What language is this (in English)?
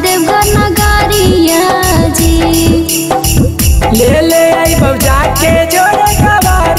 Bhojpuri